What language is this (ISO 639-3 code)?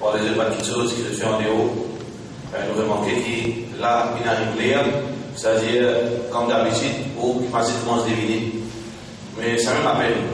mfe